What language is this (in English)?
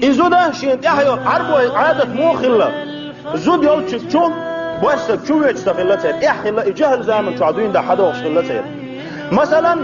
Chechen